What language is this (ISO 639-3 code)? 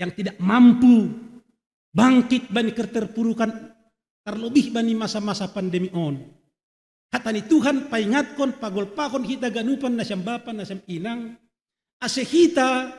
bts